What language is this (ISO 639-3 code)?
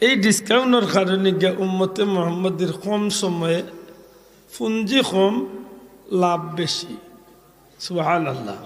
syl